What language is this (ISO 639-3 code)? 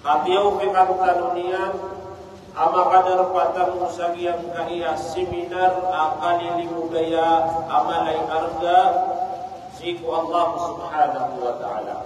mrw